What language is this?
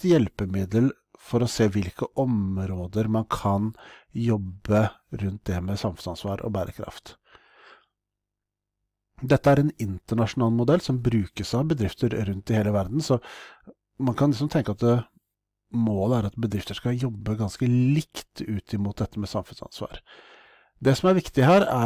Norwegian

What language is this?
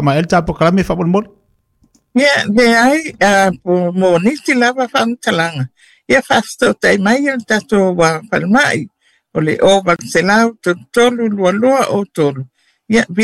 Samoan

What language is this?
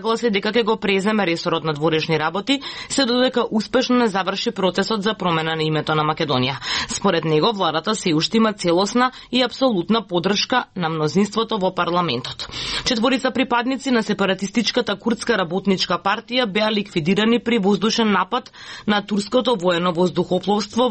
Macedonian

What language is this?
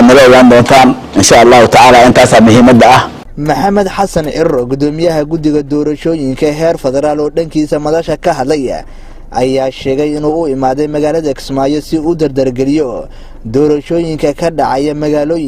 Somali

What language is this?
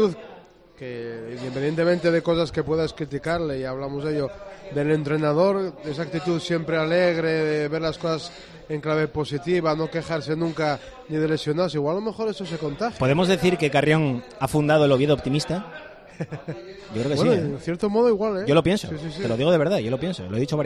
Spanish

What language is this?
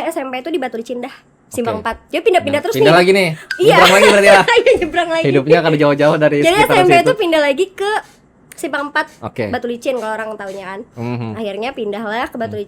Banjar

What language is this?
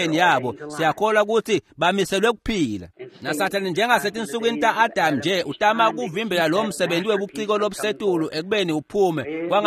Swati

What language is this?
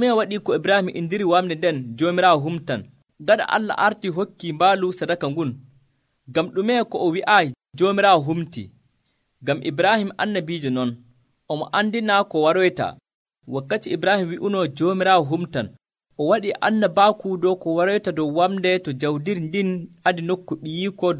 Nigerian Fulfulde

